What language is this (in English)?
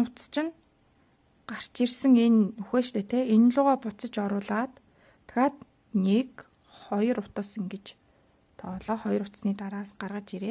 Mongolian